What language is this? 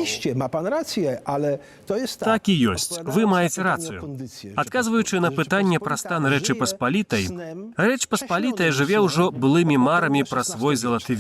Belarusian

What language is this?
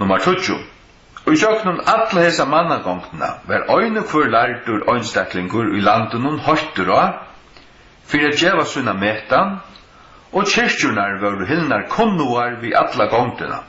Faroese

